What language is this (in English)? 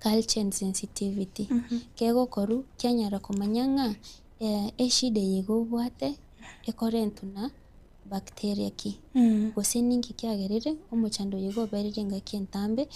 Gusii